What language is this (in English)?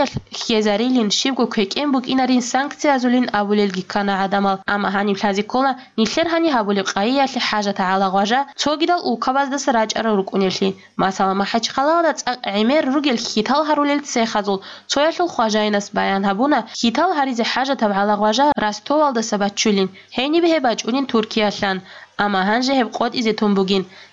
Avaric